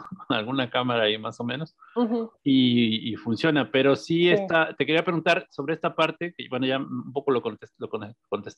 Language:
Spanish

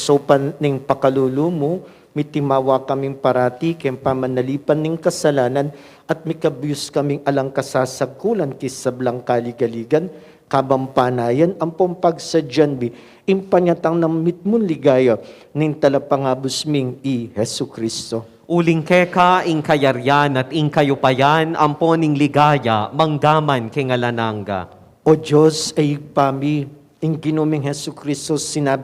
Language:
Pampanga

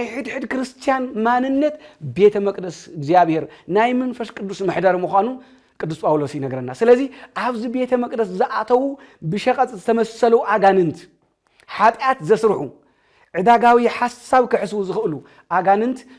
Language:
Tigrinya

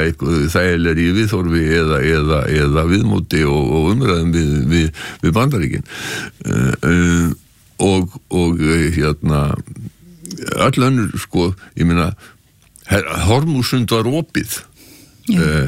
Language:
Icelandic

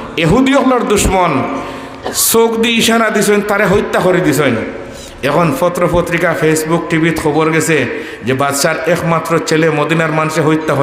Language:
Sylheti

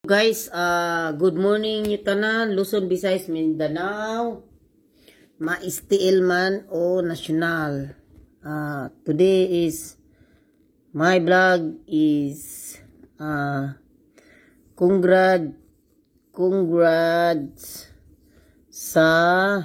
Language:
Cebuano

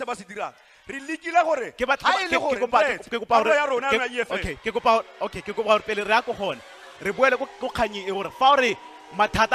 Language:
Tswana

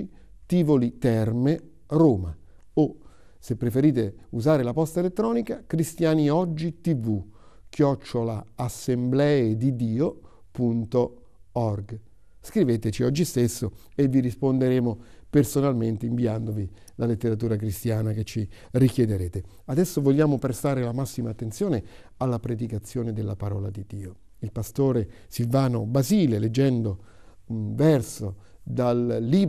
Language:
Italian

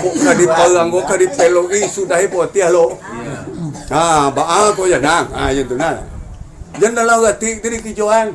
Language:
Minangkabau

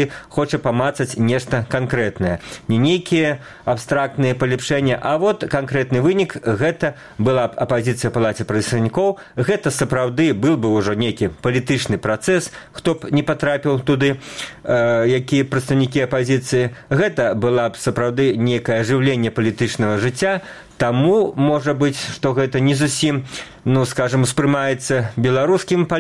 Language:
Belarusian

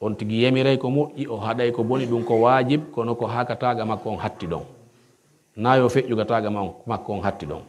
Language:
Pular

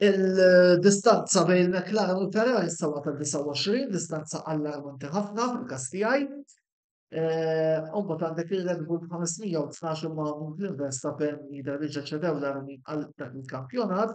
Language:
Maltese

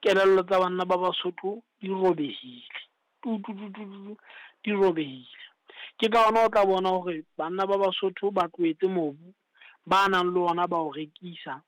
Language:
Southern Sotho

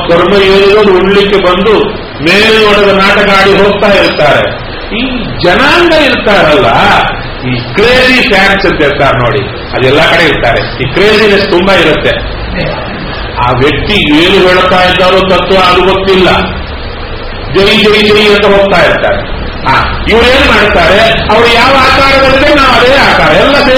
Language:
Kannada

